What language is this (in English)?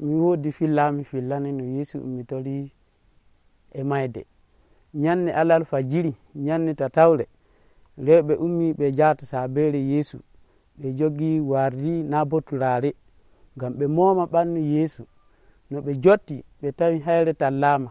Nigerian Fulfulde